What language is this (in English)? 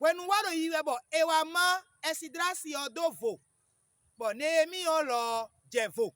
Fon